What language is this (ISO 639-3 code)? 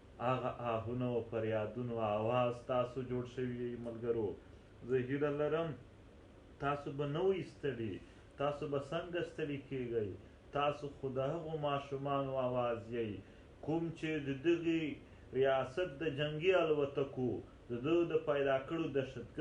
pus